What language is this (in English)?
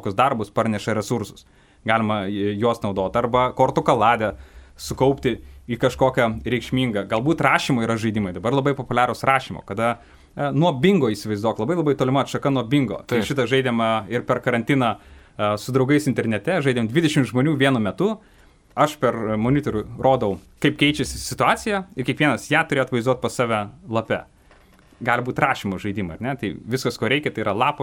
Lithuanian